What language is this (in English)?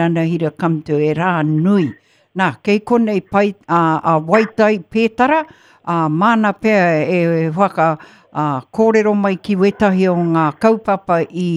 Māori